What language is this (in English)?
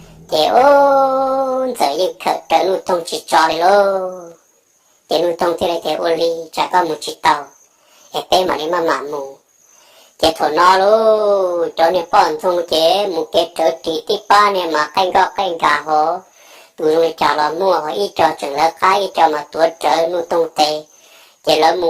Hmong